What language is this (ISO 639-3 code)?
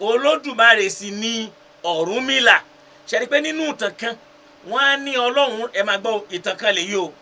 yor